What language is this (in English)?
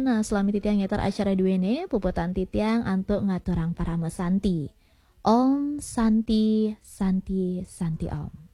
Balinese